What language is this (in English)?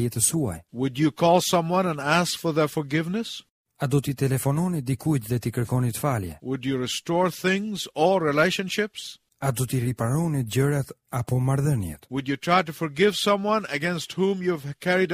Albanian